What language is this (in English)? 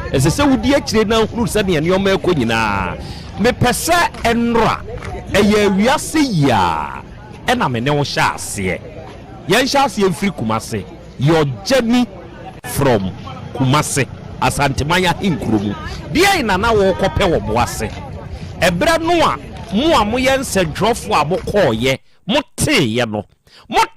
Akan